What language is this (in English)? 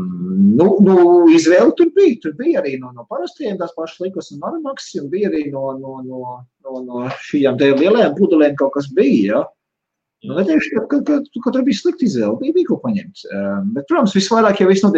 Latvian